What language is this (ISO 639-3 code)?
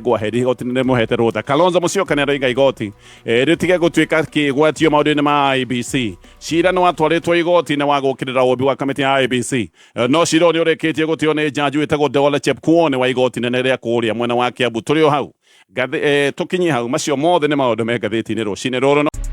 kik